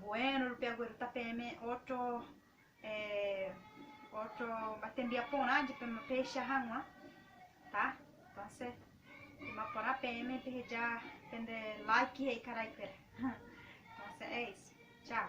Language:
Guarani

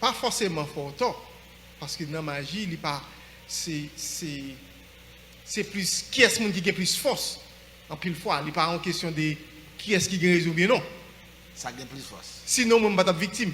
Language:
Haitian Creole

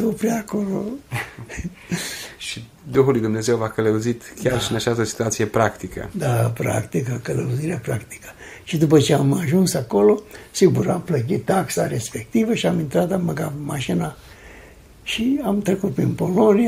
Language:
Romanian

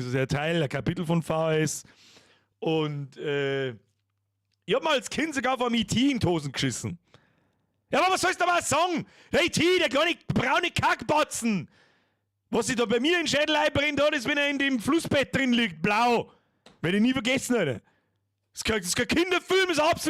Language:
Bavarian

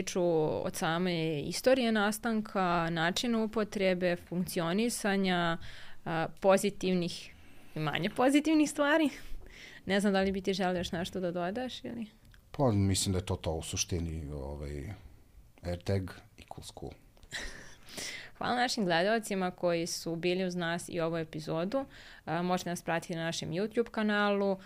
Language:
Serbian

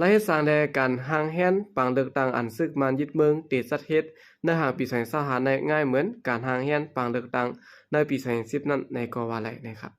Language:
Shan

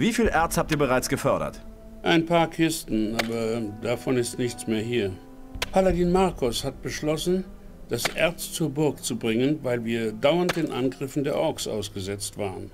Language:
Bavarian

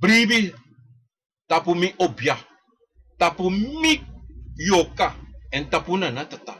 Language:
Sranan Tongo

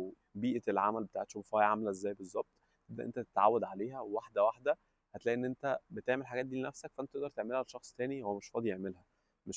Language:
Egyptian Arabic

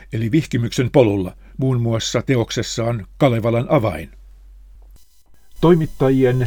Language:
Finnish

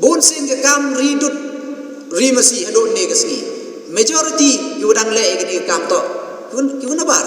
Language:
Khasi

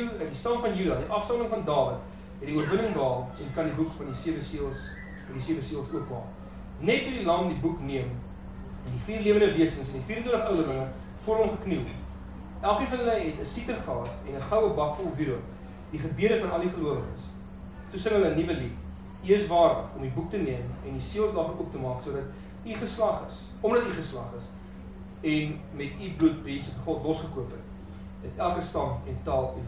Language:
Afrikaans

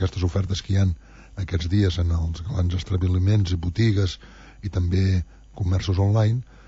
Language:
Catalan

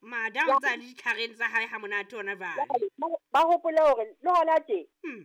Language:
Southern Sotho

